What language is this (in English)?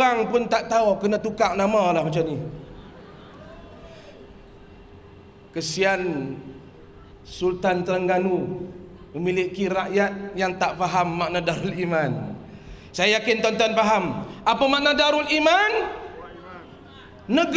Malay